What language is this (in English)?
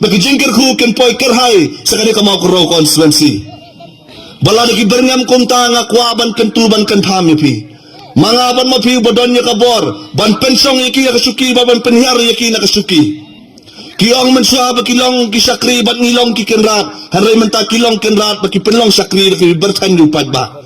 Khasi